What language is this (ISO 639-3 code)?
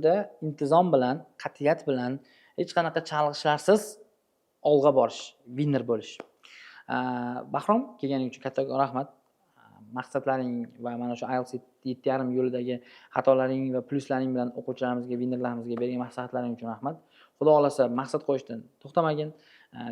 uzb